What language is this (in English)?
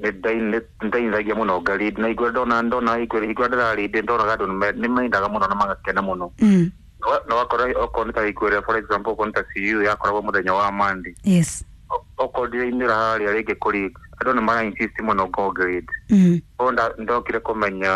Kikuyu